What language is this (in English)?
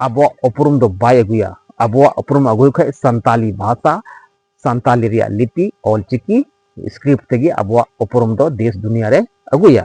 Santali